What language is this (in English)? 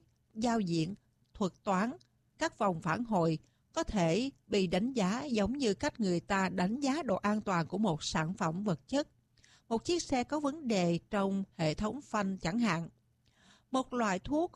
Vietnamese